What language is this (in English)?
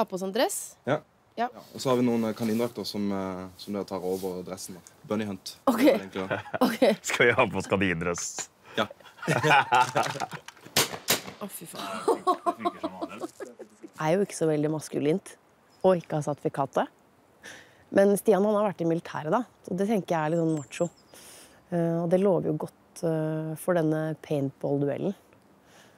Norwegian